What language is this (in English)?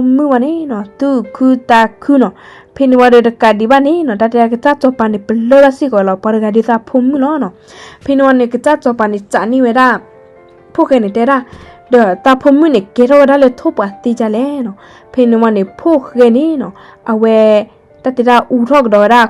S'gaw Karen